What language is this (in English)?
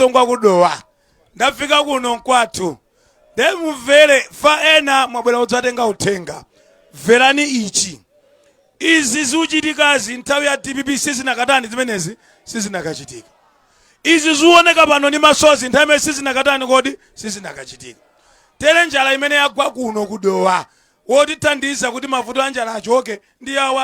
Nyanja